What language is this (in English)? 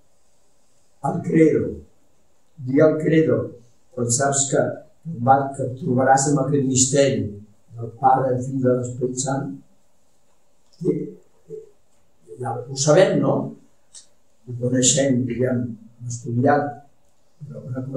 Catalan